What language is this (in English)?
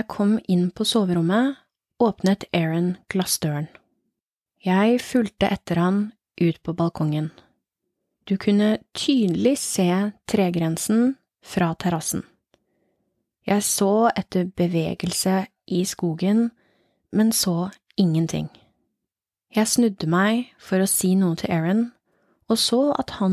Norwegian